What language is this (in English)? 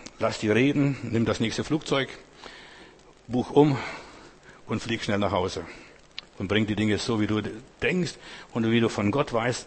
German